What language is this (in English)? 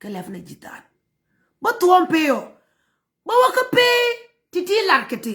Nuer